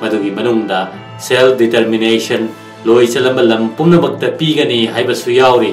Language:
Manipuri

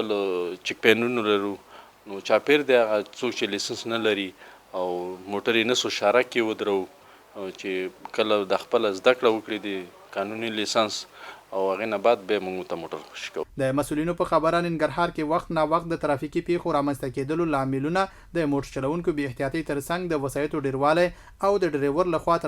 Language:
Pashto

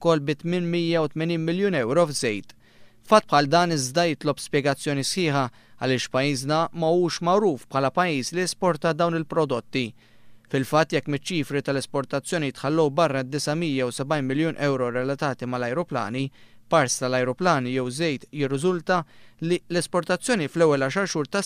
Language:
Maltese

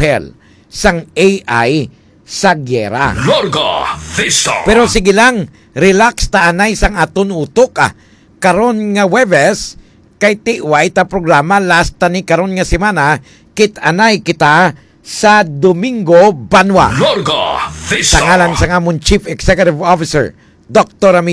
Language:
Hiligaynon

